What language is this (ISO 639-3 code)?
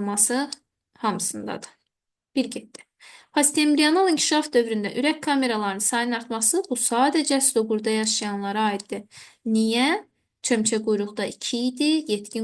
aze